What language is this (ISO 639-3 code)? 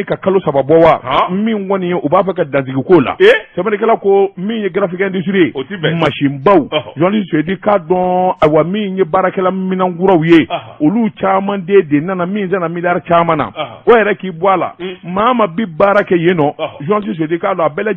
bam